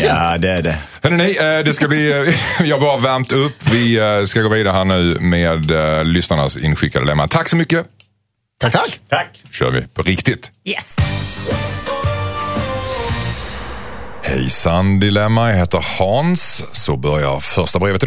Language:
Swedish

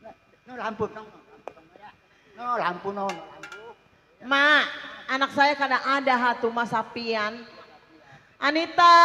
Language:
Betawi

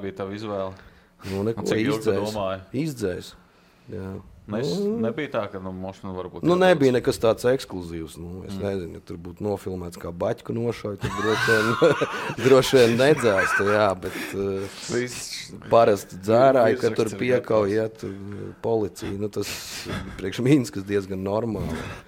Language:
Latvian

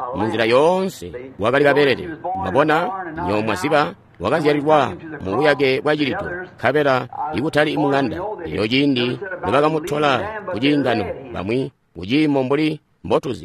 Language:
Tonga (Zambia)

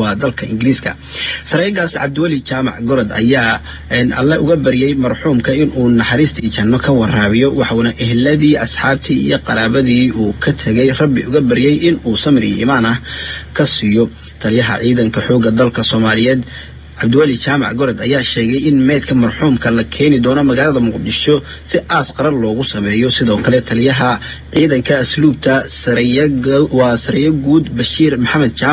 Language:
Somali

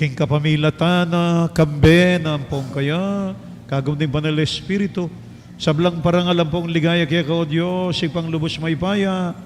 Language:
Pampanga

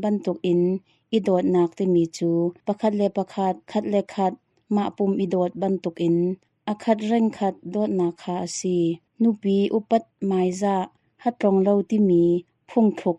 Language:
Hakha Chin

